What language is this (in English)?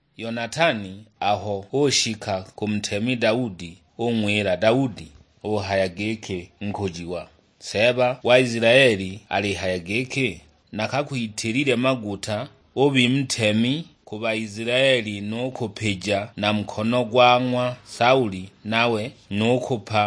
Sukuma